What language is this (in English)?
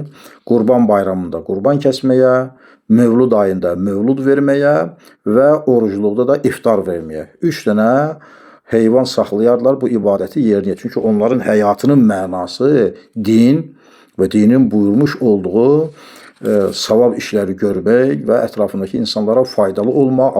Azerbaijani